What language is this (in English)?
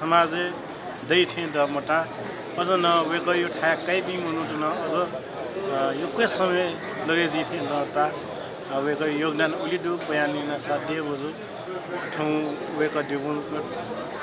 Newari